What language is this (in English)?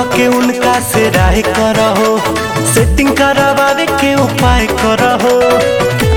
Bhojpuri